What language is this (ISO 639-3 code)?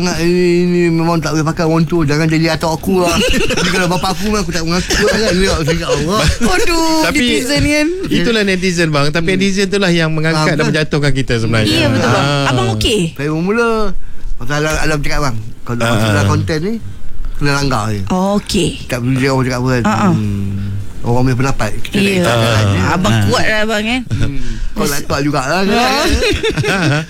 msa